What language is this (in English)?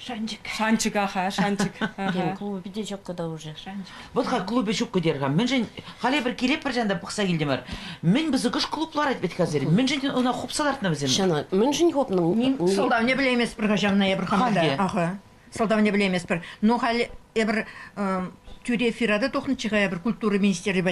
Chuvash